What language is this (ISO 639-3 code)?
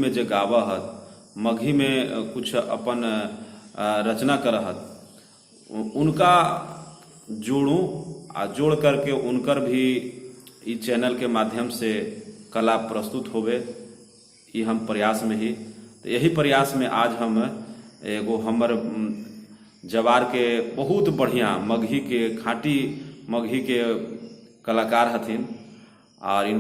mag